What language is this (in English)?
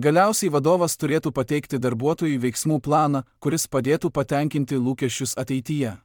Lithuanian